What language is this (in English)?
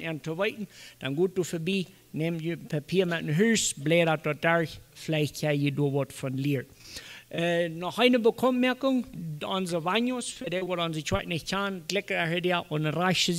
Plautdietsch